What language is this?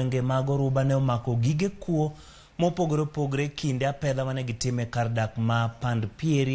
Luo (Kenya and Tanzania)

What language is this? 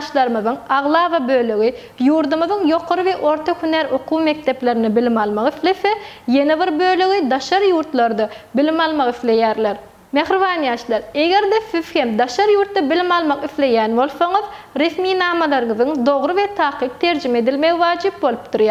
Turkmen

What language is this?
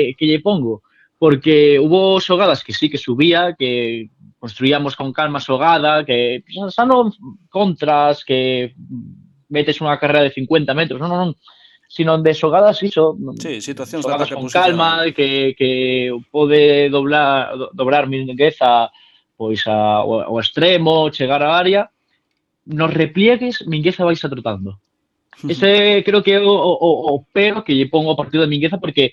Galician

